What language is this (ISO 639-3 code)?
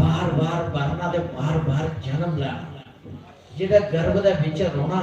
doi